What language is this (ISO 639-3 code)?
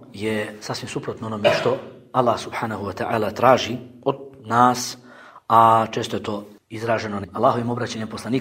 bos